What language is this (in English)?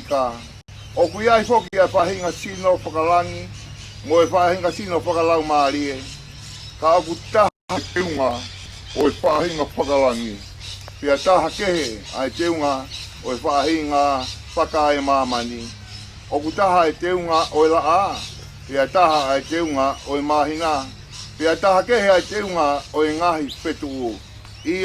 Tongan